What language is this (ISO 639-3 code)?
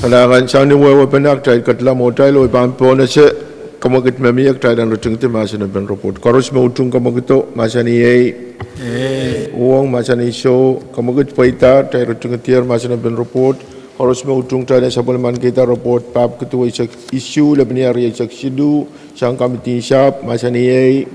pon